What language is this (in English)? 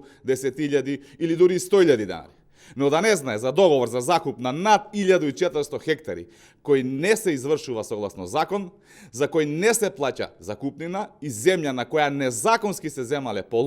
Macedonian